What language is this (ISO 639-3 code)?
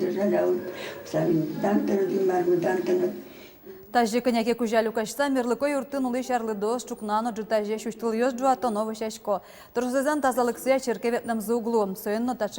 udm